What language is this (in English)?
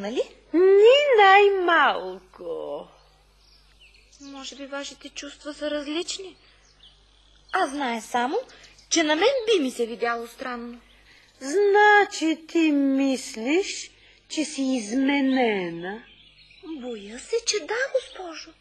Bulgarian